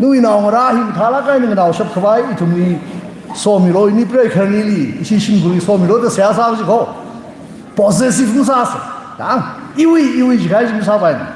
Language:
Tangkhul Naga (India)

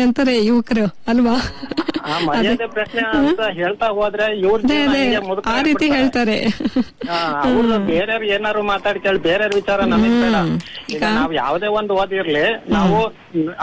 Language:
Kannada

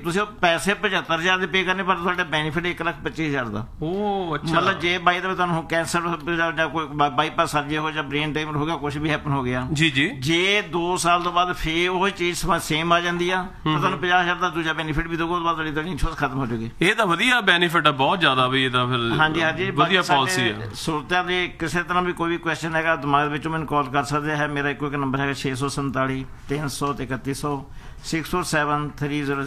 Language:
Punjabi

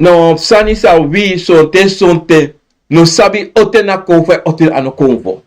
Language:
Sranan Tongo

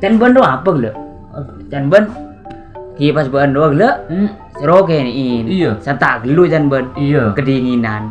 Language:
Madurese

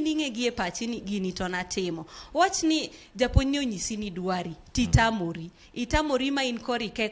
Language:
Luo (Kenya and Tanzania)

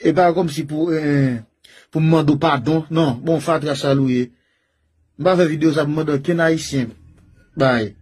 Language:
Haitian Creole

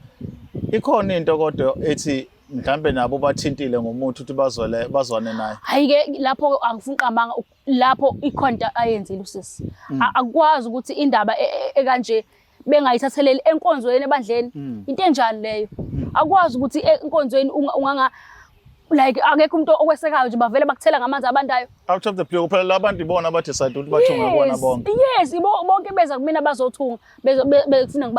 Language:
Zulu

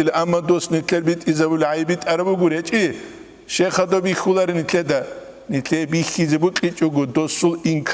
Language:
Avaric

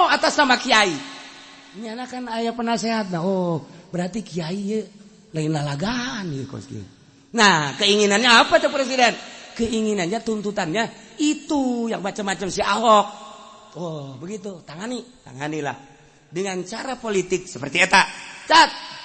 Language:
Sundanese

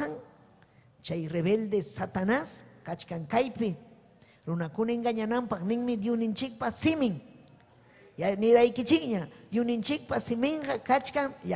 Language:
Ayacucho Quechua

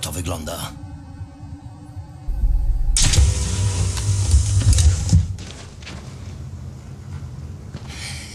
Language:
Polish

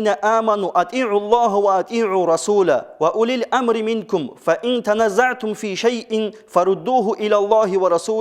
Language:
Avaric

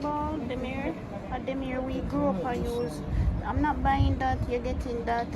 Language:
Jamaican Creole English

